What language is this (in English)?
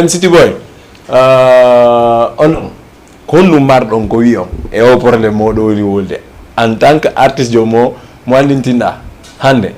Fula